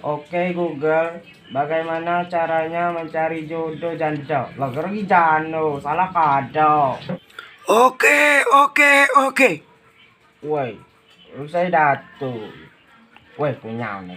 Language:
Rejang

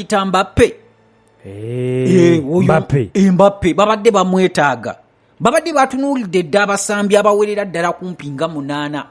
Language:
Ganda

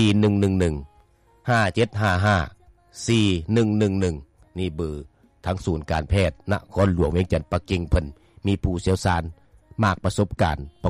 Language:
Lao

